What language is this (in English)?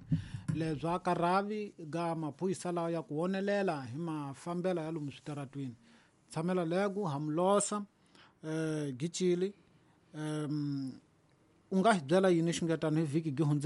Tsonga